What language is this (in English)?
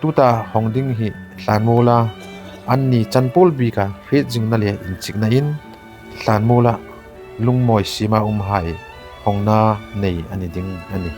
Hmar